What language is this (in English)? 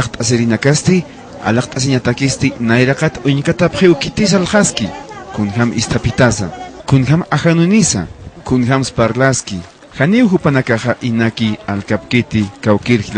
Aymara